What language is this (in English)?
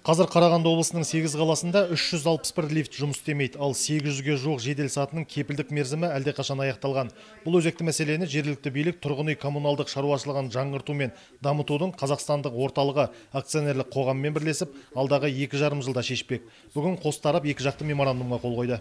Kazakh